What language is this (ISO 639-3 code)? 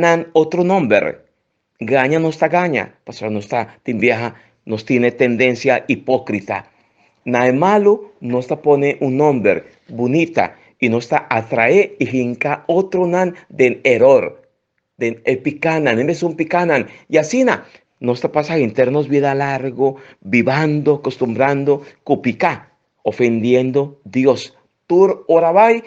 pap